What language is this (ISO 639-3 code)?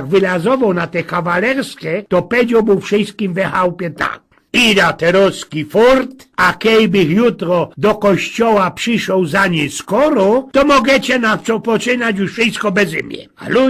szl